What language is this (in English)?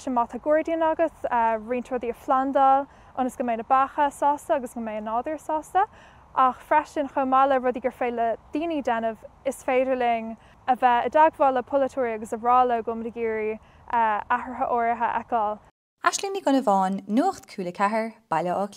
Irish